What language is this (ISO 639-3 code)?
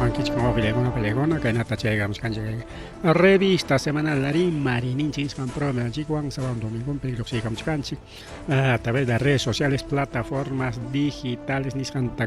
quy